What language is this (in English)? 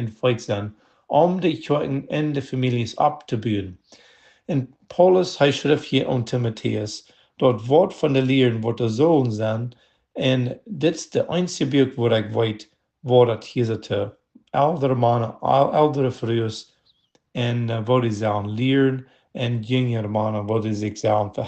Plautdietsch